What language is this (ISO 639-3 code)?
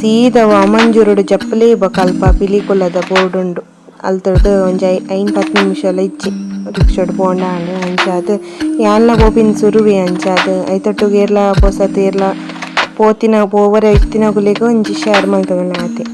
tcy